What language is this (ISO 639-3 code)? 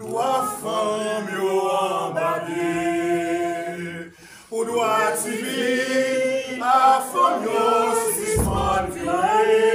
hat